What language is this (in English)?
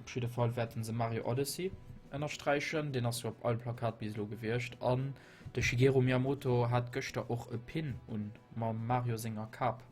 Luxembourgish